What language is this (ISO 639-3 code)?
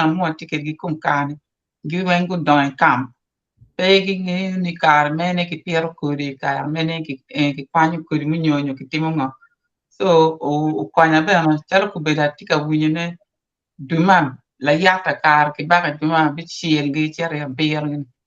ach